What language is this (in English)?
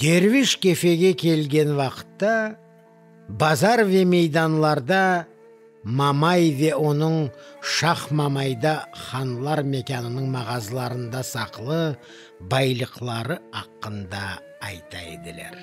Crimean Tatar